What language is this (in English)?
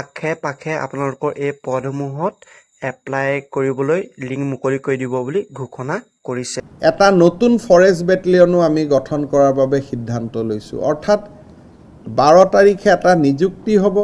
Assamese